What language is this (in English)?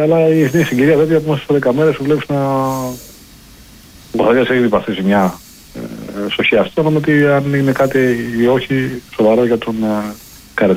Greek